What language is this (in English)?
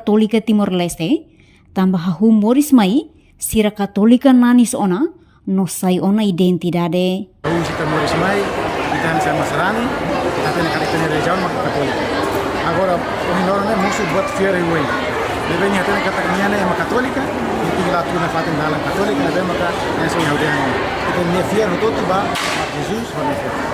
Tetum